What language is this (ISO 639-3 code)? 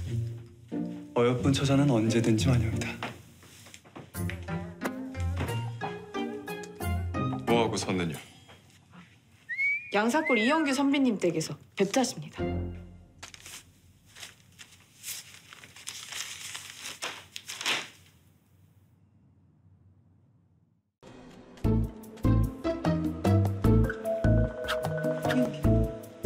kor